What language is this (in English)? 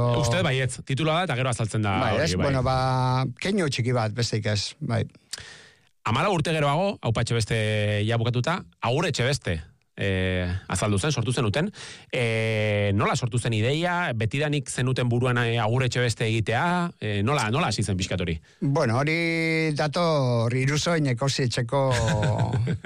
Basque